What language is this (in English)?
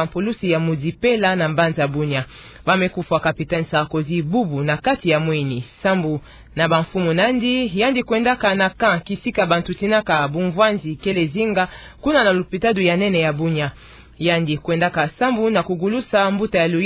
Kituba (Democratic Republic of Congo)